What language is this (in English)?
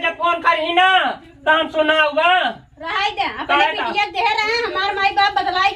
Awadhi